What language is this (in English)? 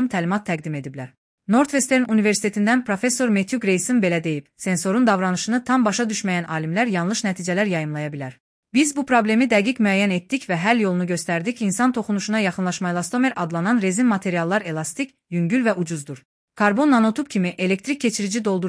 Azerbaijani